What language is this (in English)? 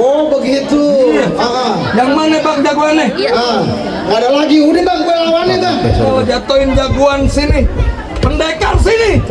Betawi